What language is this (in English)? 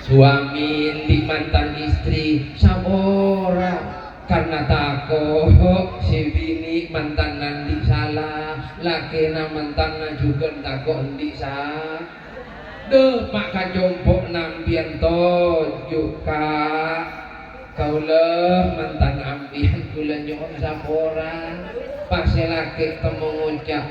Madurese